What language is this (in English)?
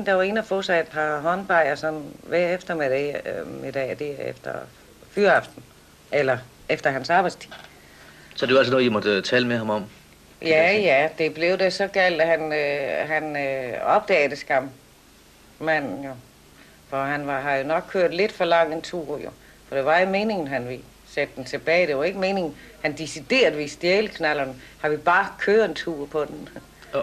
Danish